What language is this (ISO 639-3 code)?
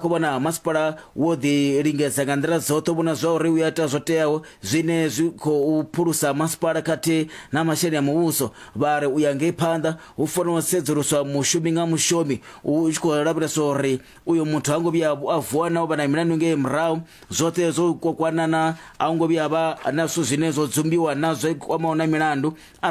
ven